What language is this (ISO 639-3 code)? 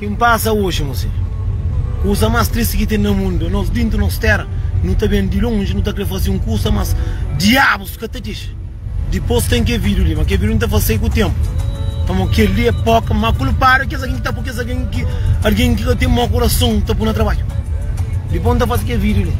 kea